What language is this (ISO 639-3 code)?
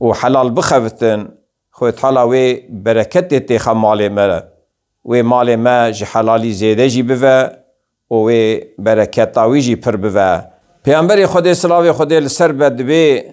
kur